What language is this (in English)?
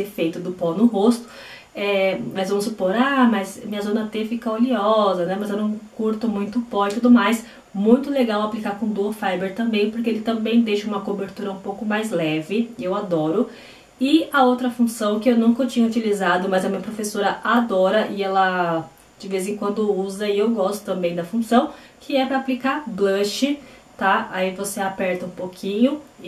Portuguese